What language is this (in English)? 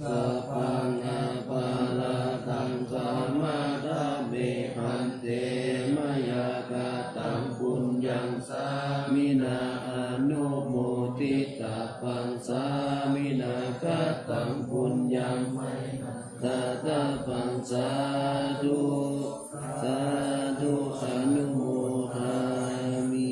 Pali